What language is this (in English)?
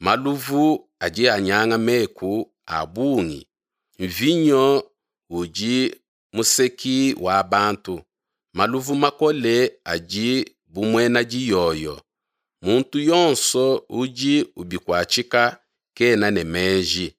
Luba-Lulua